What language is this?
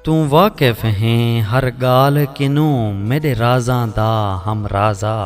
Saraiki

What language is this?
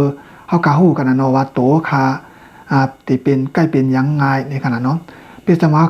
Shan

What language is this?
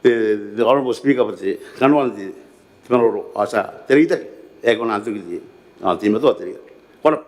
Gilbertese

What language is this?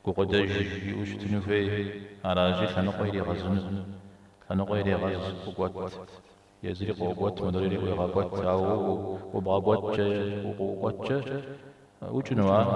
Kabardian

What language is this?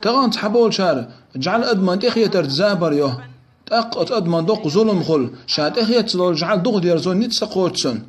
Chechen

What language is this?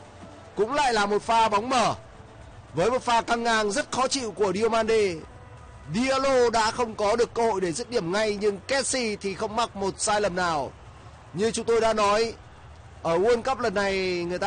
Vietnamese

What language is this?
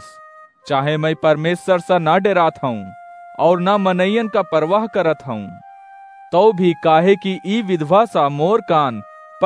Awadhi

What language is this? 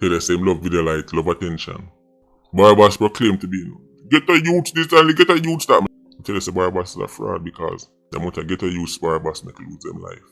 Jamaican Creole English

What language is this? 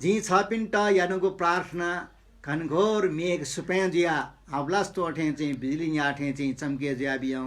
Newari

